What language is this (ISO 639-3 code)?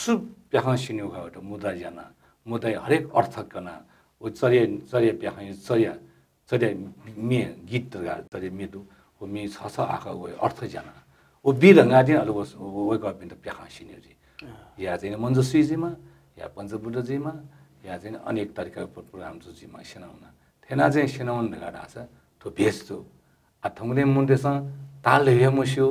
new